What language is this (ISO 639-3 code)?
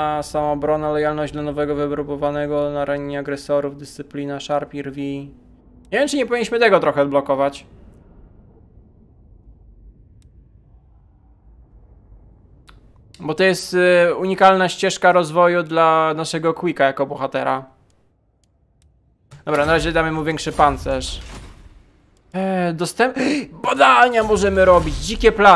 pol